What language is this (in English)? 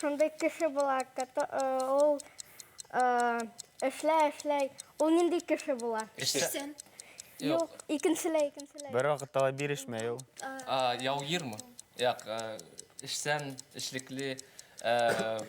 Bashkir